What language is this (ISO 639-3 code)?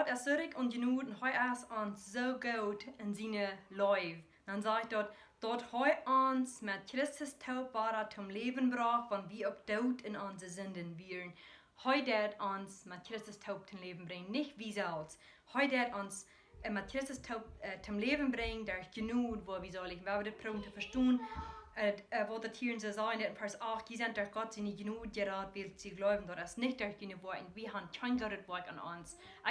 pdt